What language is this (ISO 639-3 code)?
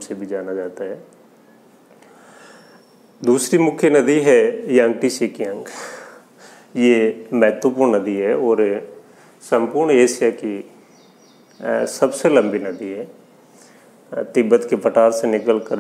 hin